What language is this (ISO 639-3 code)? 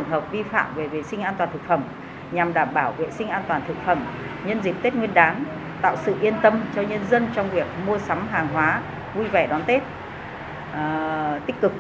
vie